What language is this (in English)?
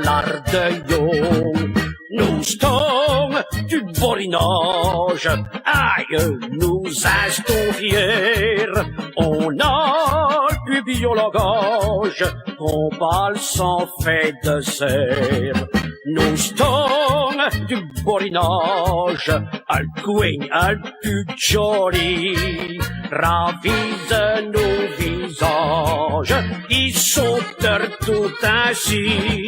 Picard